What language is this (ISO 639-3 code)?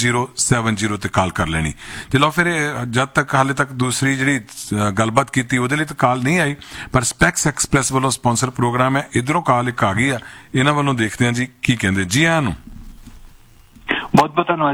pan